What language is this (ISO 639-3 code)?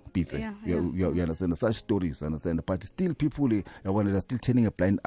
nbl